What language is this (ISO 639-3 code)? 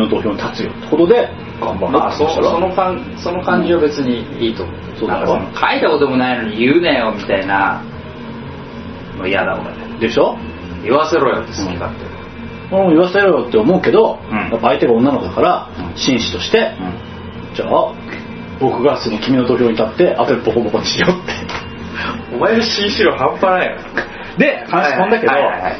jpn